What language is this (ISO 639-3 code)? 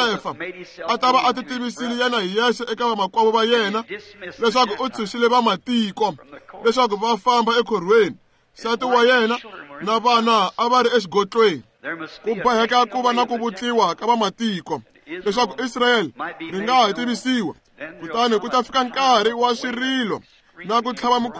tso